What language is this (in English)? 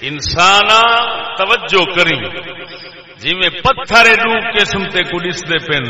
Saraiki